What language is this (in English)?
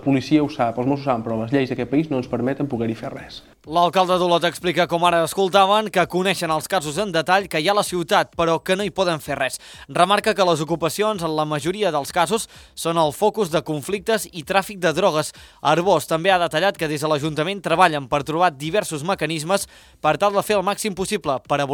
Catalan